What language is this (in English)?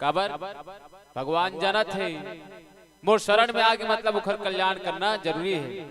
Chhattisgarhi